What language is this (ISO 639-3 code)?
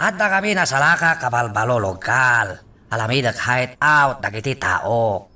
ilo